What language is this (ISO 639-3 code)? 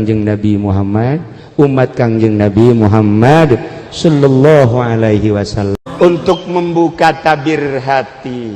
sun